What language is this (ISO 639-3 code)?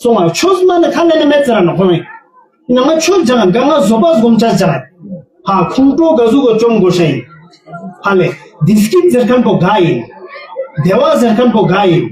lbj